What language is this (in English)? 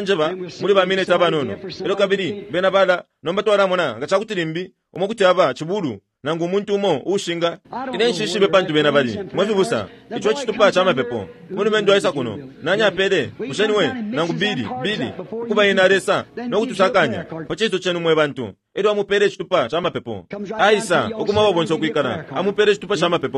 Bemba